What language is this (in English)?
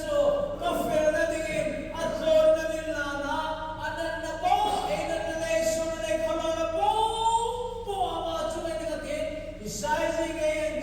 Hmar